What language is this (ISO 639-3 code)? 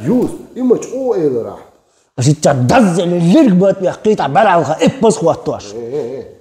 che